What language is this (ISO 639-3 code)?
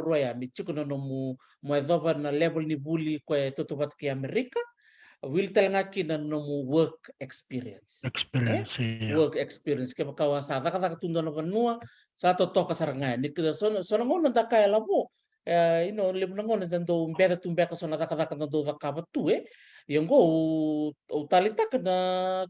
fij